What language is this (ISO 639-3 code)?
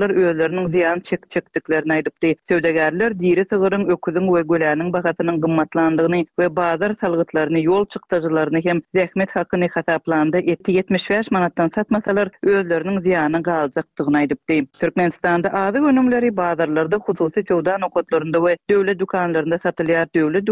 tuk